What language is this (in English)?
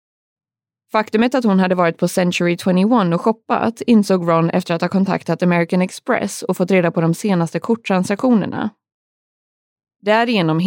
Swedish